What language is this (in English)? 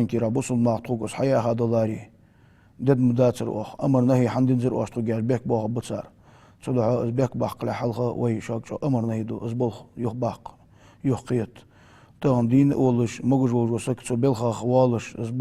Ingush